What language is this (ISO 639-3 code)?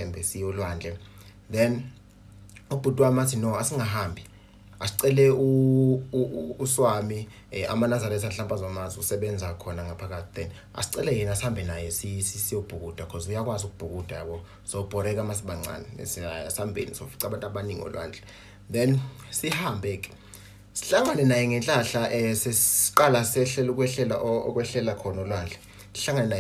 zul